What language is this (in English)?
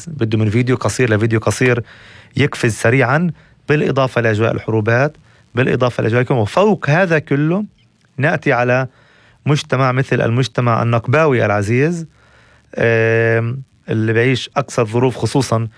North Levantine Arabic